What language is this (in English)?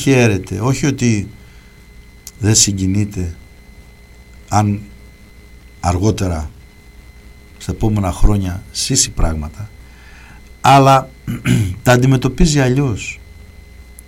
Greek